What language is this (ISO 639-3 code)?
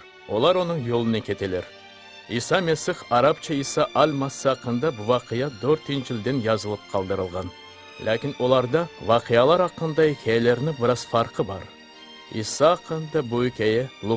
crh